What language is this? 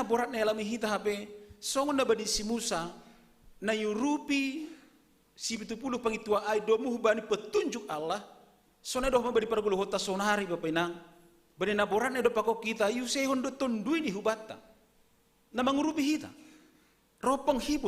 Batak Simalungun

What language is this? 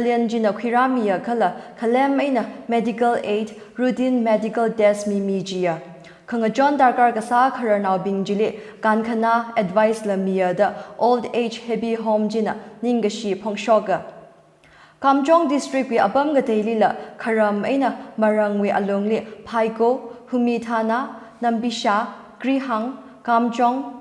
Tangkhul Naga (India)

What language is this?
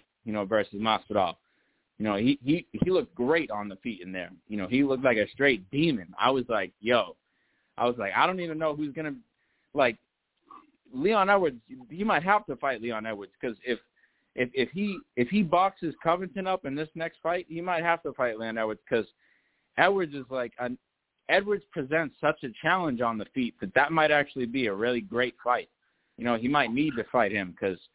English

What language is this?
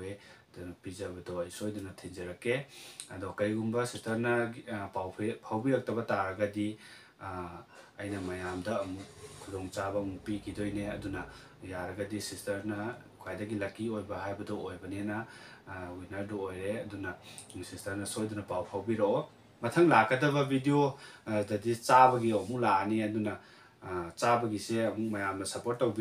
Manipuri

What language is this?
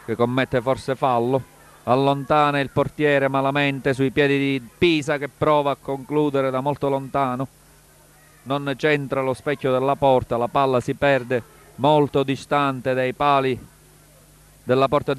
Italian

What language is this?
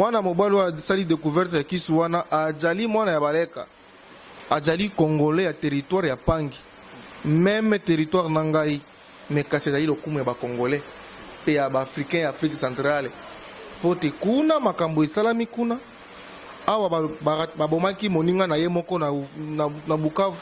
Lingala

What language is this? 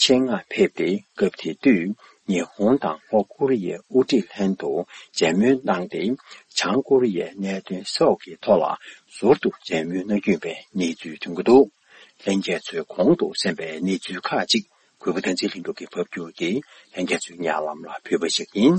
Tibetan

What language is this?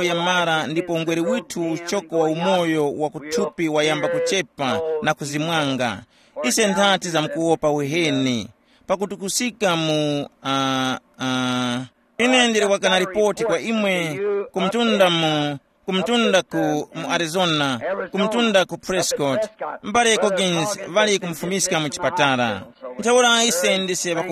Tumbuka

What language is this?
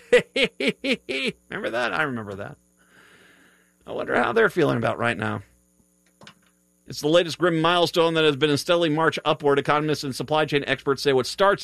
English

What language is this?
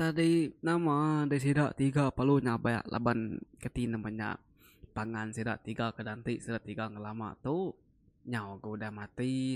Iban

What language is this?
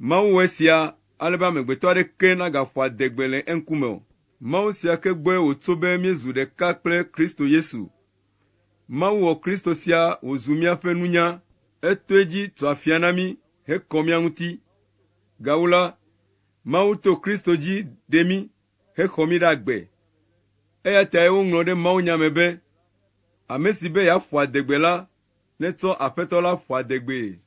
Ewe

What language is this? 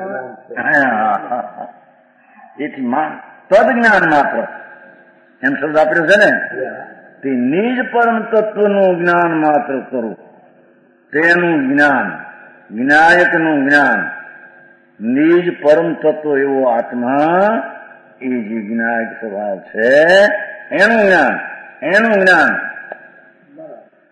Gujarati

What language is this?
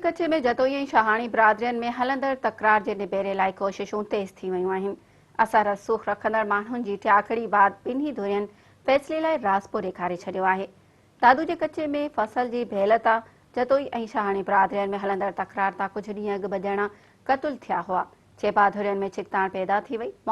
Sindhi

